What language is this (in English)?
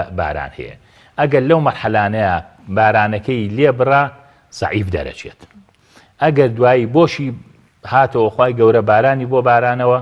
Central Kurdish